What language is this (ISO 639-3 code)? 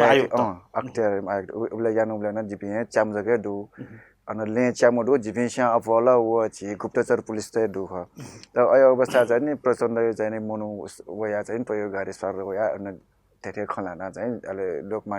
new